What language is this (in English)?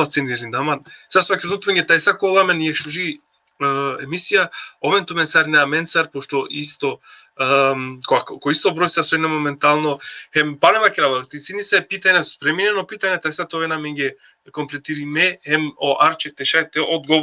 Balkan Romani